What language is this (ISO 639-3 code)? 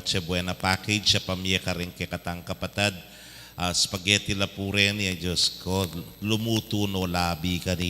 pam